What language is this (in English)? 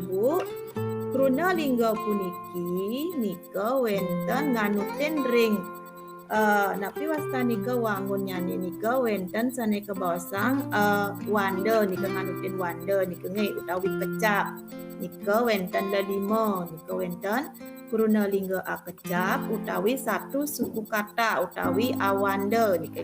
Balinese